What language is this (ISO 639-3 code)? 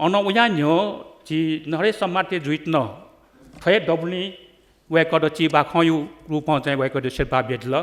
new